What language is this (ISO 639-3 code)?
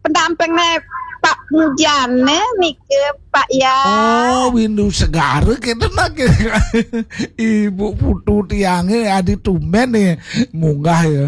ban